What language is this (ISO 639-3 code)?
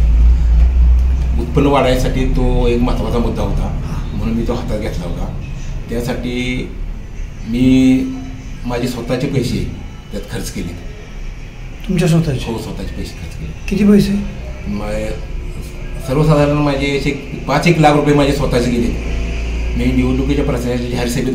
mar